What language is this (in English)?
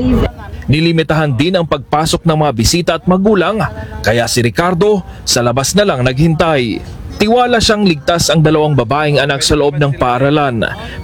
Filipino